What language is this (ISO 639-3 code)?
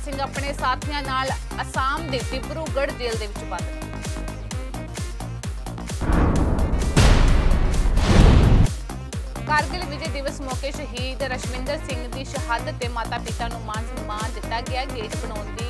pan